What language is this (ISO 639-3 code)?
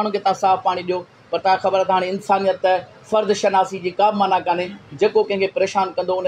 snd